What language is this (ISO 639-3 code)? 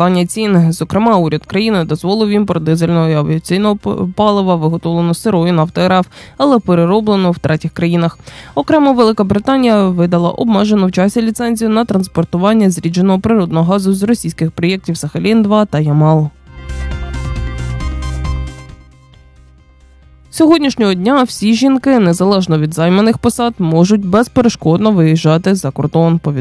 ukr